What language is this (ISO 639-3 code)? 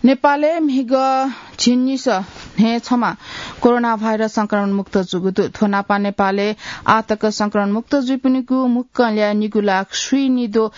new